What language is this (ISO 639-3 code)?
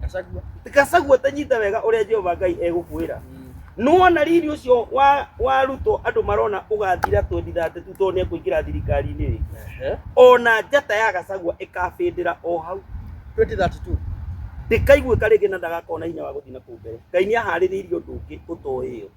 kik